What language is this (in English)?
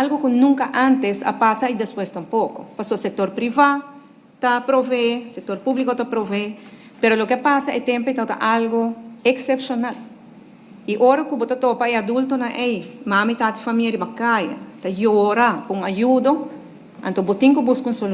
Papiamento